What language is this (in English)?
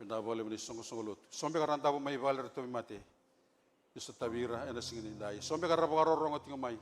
Fijian